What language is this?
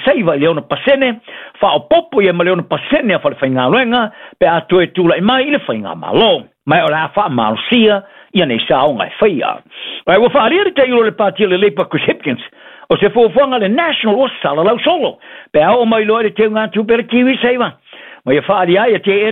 Samoan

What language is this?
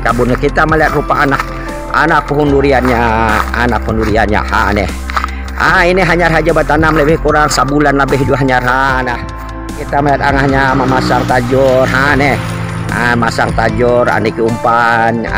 Banjar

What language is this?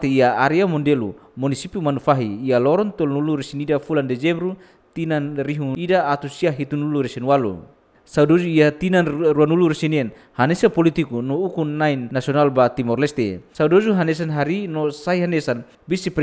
Tetum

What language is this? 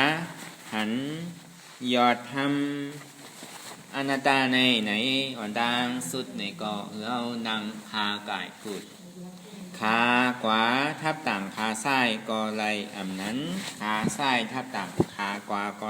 Shan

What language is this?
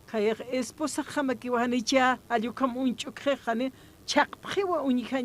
Aymara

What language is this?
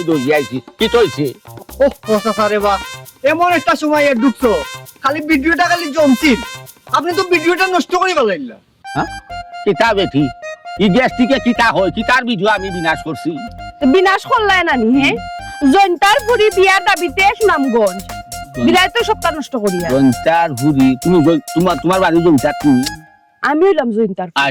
Sylheti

